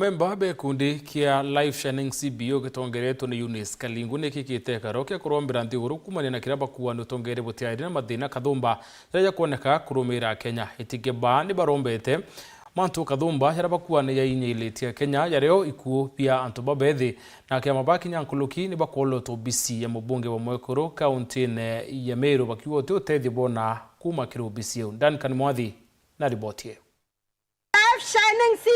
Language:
Meru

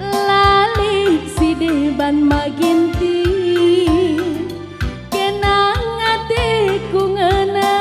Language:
Batak Karo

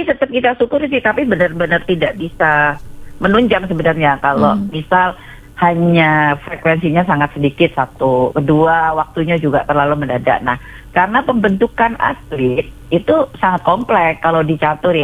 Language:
Indonesian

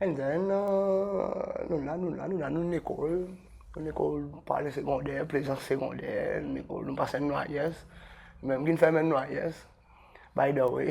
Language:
Seselwa Creole French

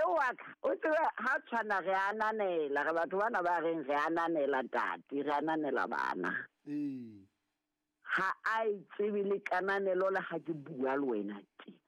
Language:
Southern Sotho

